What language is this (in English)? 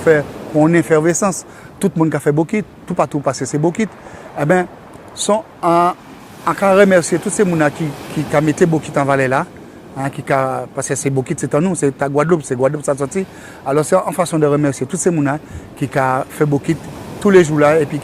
Guadeloupean Creole French